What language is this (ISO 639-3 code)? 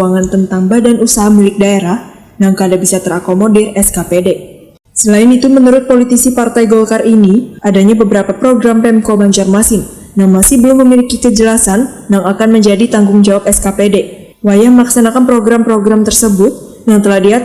bjn